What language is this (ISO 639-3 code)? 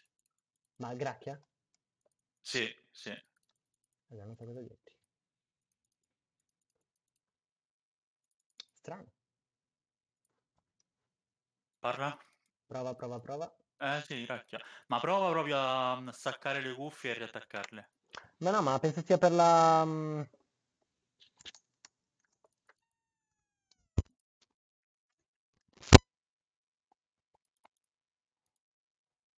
ita